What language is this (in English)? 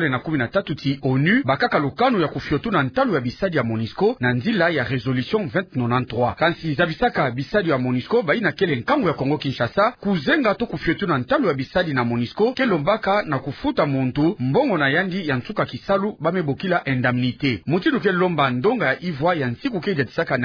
Kituba (Democratic Republic of Congo)